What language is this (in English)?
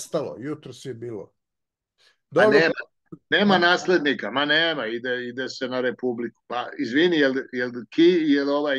Serbian